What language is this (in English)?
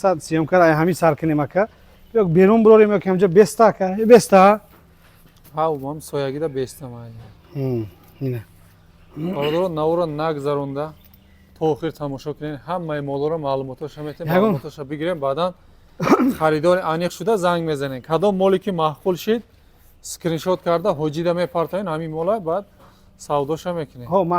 Tajik